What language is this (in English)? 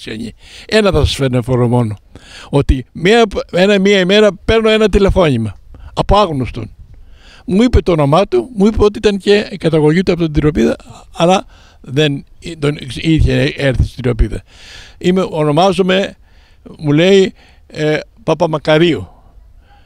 Greek